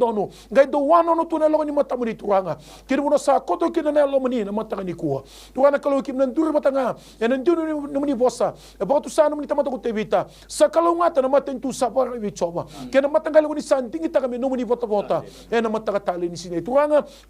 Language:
Fijian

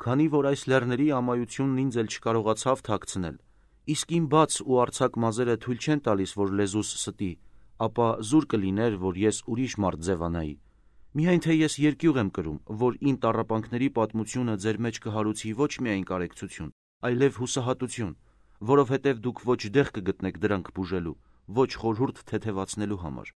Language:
Armenian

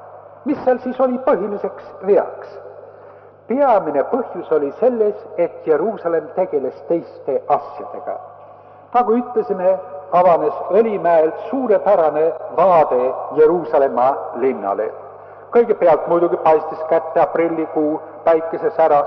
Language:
Estonian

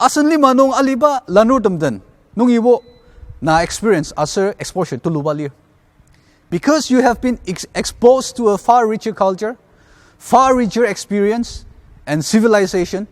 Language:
Ao Naga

